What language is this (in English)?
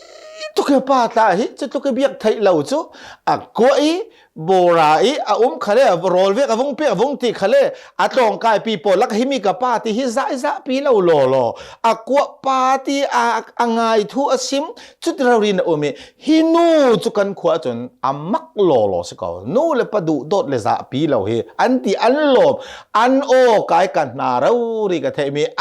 Hakha Chin